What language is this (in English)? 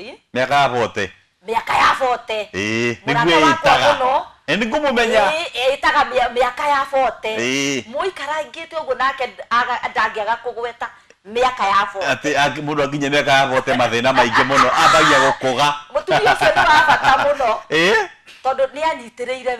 Kikuyu